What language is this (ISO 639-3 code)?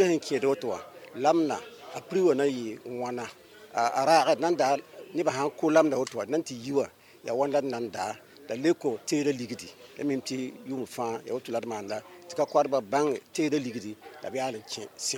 mos